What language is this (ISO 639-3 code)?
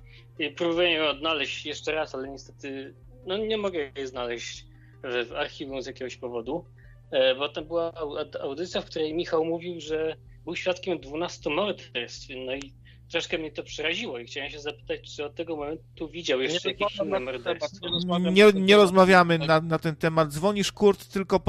pol